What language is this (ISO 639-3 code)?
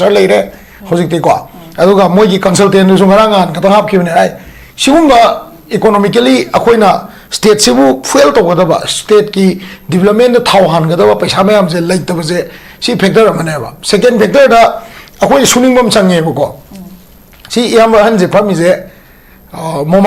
mni